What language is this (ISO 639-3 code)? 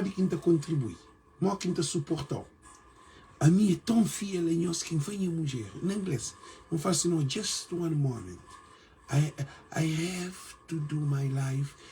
kea